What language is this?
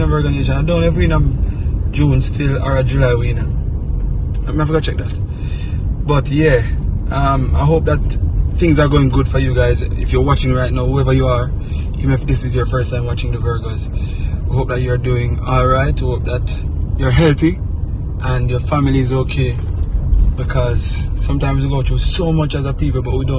Jamaican Creole English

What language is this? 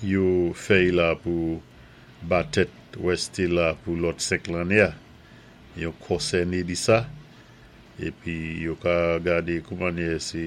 Saint Lucian Creole French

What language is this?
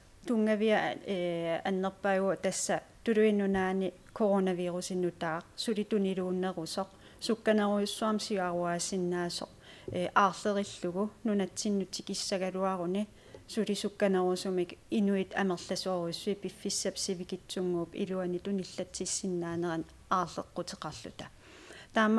Kalaallisut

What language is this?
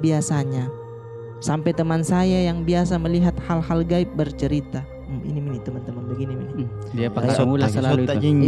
Makassar Malay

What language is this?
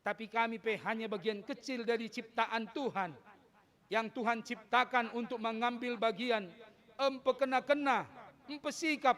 Batak Karo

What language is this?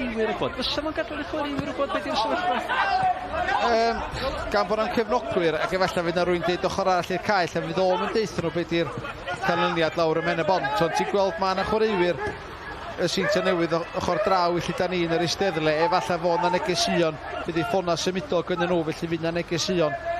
Welsh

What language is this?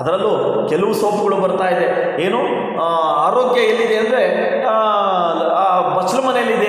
Kannada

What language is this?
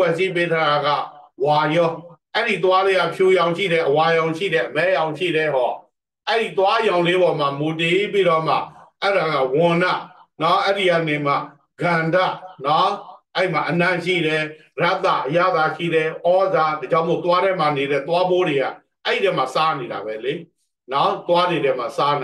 Burmese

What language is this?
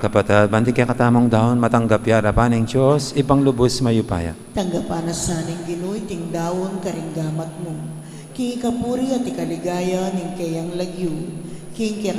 Pampanga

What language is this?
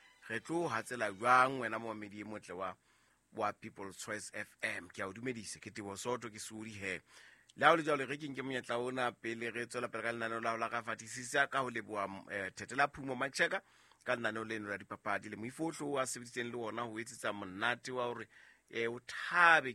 Southern Sotho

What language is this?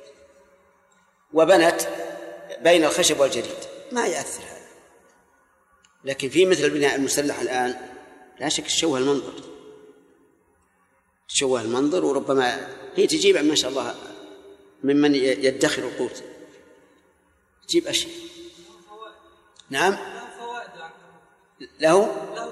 Arabic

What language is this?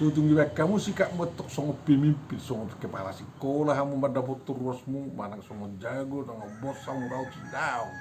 Batak Toba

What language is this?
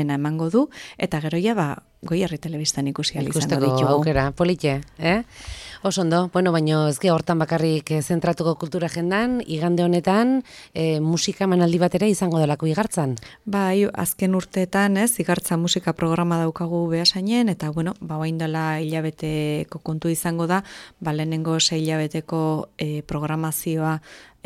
Basque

